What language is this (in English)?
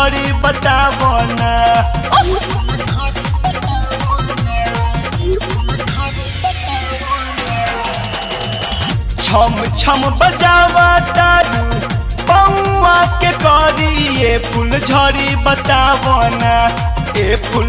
Bhojpuri